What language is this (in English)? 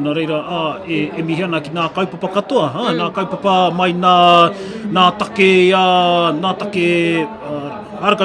Māori